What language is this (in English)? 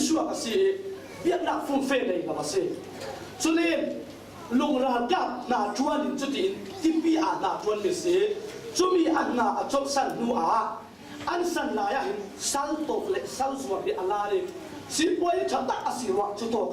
Falam Chin